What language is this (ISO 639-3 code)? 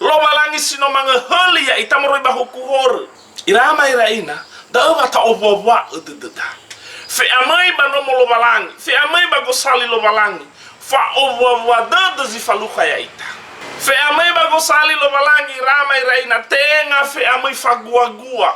nia